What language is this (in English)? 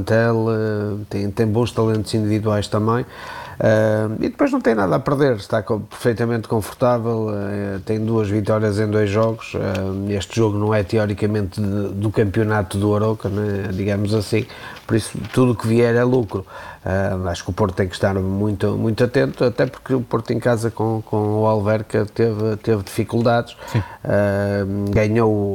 Portuguese